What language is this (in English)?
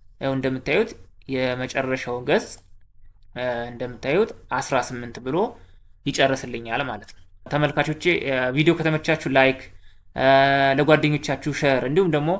Amharic